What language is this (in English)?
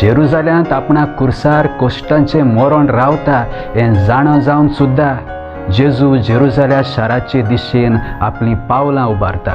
Konkani